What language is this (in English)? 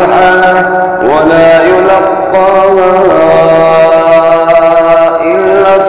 Arabic